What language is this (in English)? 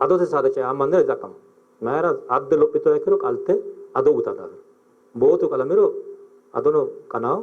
Sidamo